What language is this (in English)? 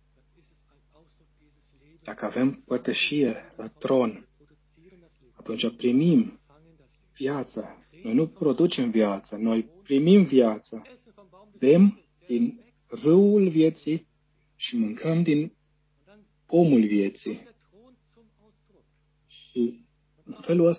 Romanian